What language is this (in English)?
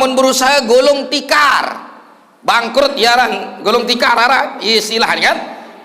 Sasak